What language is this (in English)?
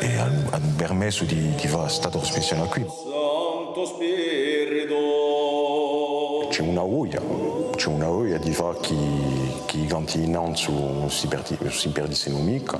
Corsican